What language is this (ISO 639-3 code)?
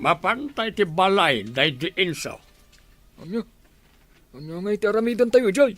ilo